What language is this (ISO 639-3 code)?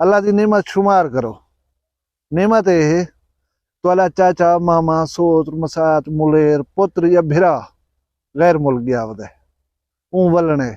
skr